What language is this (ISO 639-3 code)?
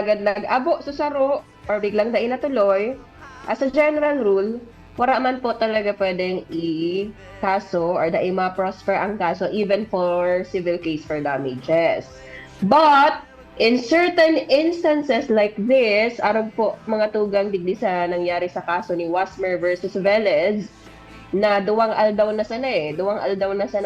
bik